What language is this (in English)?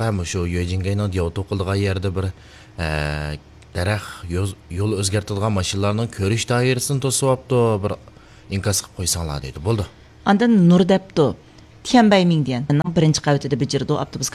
Uyghur